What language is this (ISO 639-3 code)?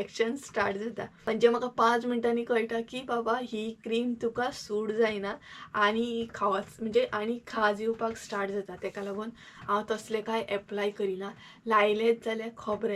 kok